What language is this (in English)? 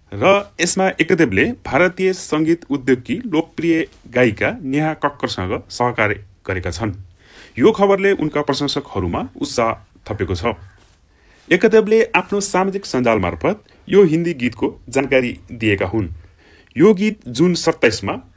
Nepali